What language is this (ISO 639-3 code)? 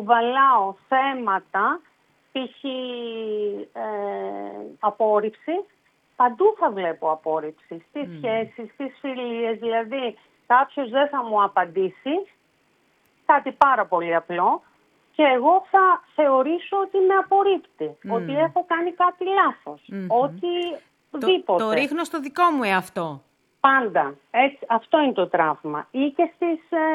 ell